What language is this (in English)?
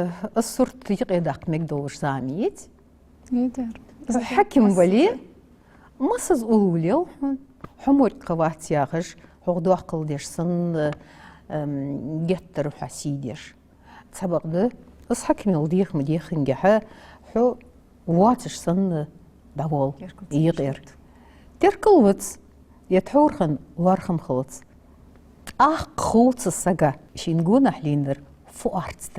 Ingush